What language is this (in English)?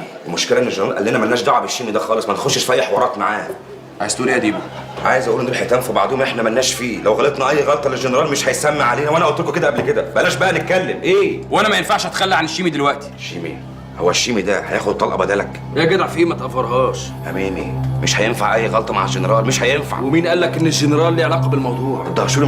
Egyptian Arabic